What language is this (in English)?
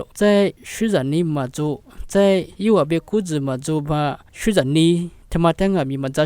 Lisu